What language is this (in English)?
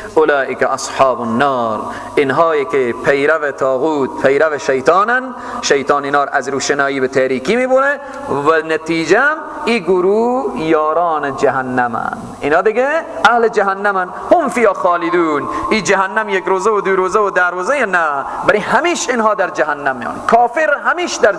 Persian